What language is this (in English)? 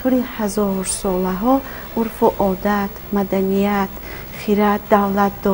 Tajik